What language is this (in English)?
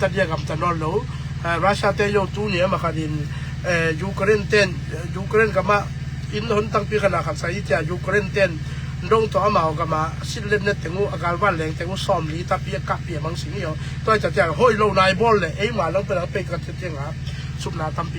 Tedim Chin